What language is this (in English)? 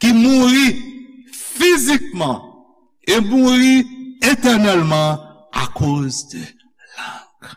Haitian Creole